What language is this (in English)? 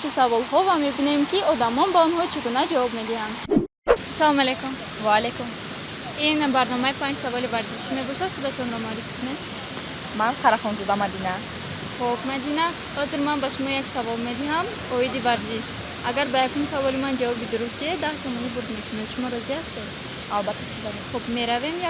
Tajik